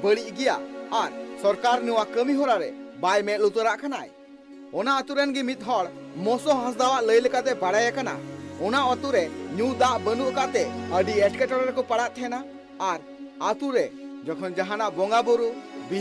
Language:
Santali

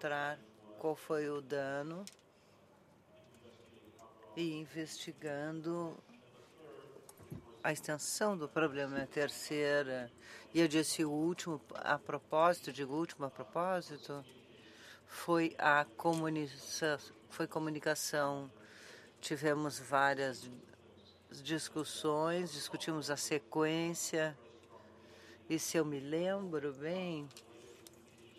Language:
Portuguese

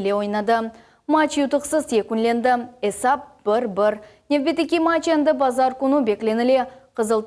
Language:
Crimean Tatar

